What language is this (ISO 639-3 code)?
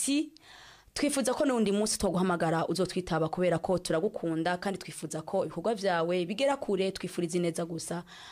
run